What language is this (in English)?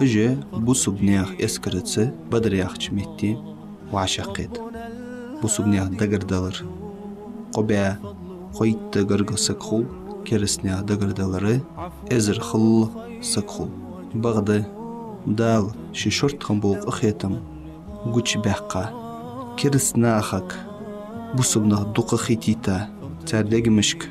Ingush